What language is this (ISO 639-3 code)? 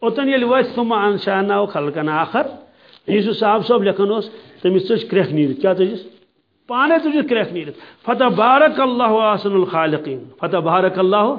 kas